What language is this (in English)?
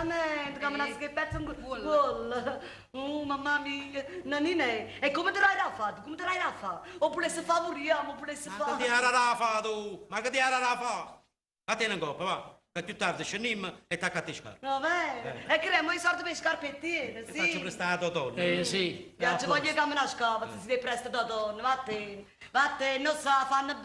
Neapolitan